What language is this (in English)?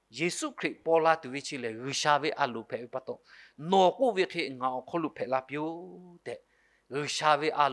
Lahu